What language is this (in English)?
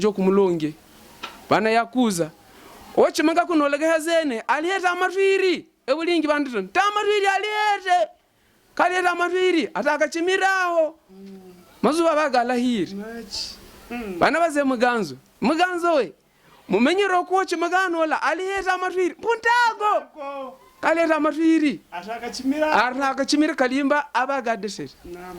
Havu